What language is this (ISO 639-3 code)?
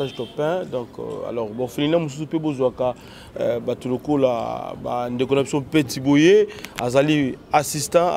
lin